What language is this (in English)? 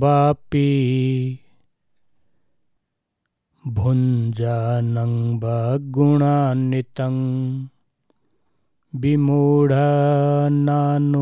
Odia